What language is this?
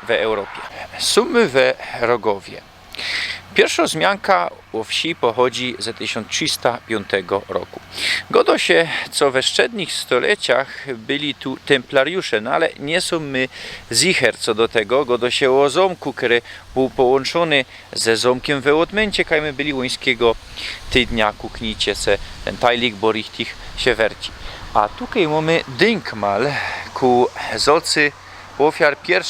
Silesian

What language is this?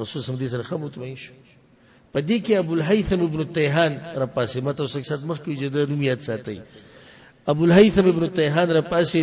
Pashto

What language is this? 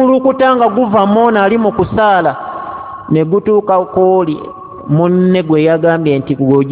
Ganda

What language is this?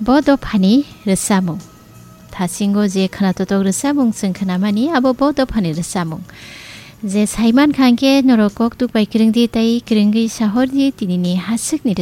Kok Borok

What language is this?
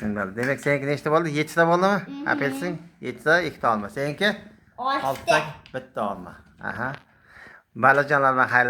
Uzbek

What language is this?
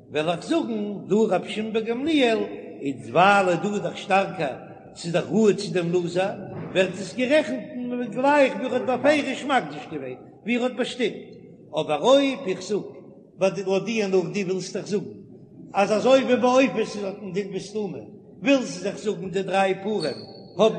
Yiddish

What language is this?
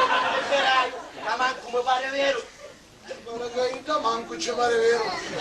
Sicilian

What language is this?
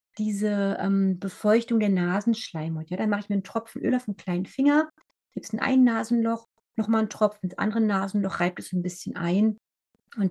German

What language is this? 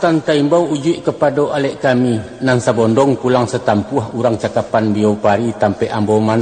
Minangkabau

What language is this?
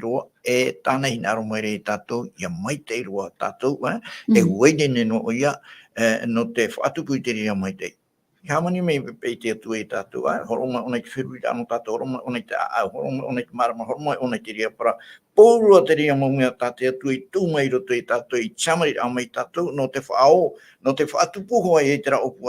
Tahitian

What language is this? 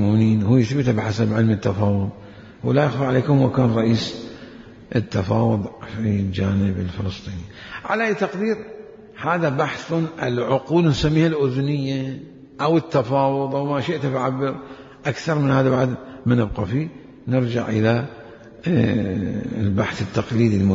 Mesopotamian Arabic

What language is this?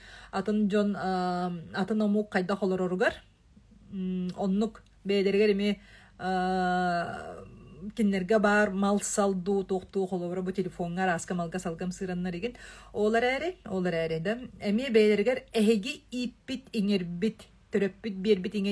Yakut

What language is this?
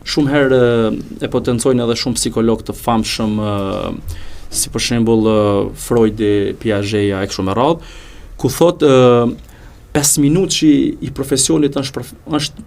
Albanian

